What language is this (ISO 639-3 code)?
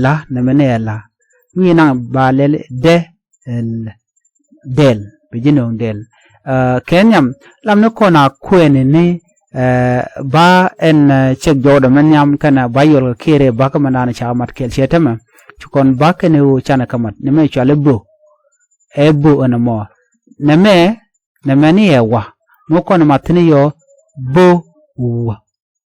nus